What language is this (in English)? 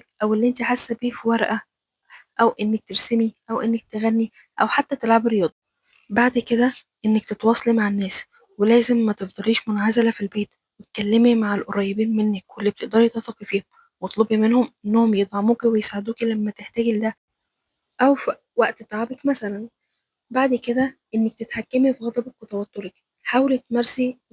Egyptian Arabic